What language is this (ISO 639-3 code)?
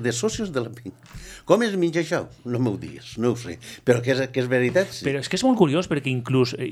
cat